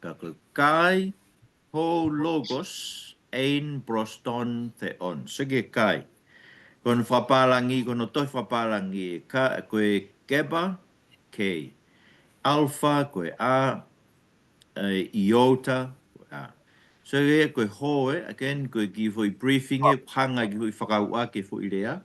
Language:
Tongan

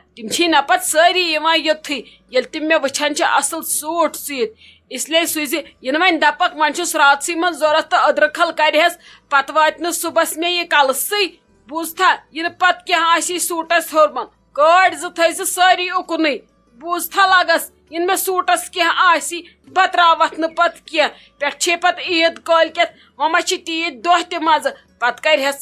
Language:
Kashmiri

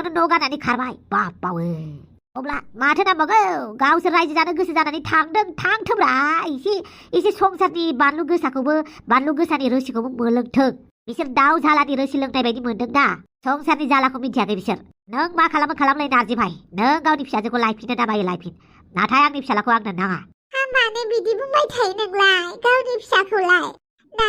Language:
Bodo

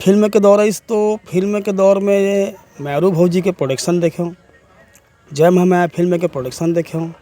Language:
Chhattisgarhi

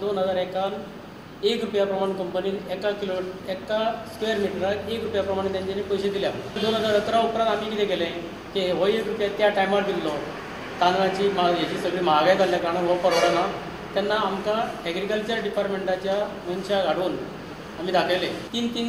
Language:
Konkani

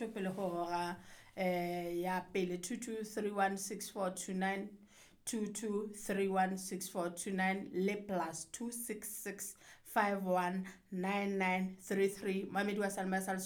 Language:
Southern Sotho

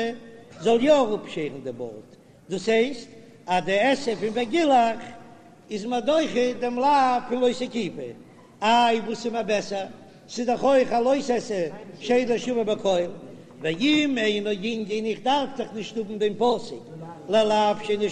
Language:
Yiddish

